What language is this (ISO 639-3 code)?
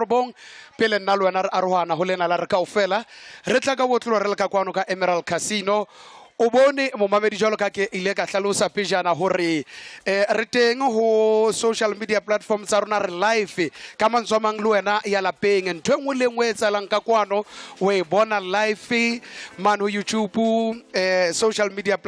sot